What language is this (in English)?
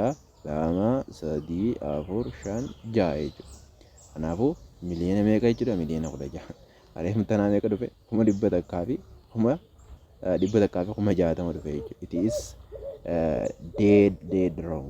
Oromo